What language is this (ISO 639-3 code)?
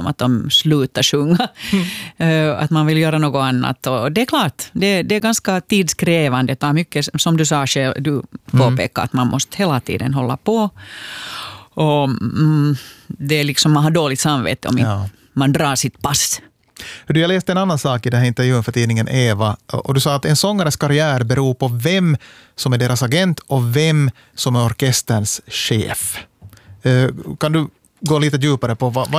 swe